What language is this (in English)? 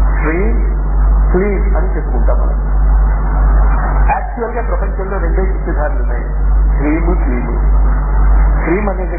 Telugu